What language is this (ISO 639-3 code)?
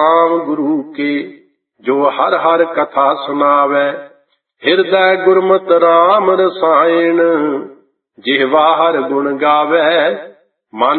pan